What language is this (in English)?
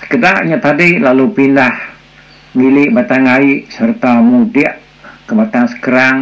Iban